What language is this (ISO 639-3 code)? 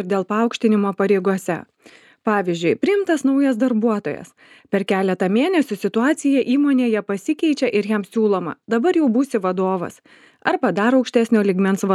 lit